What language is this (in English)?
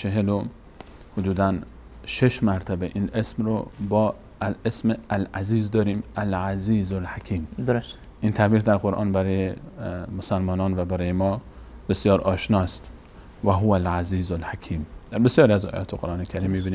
Persian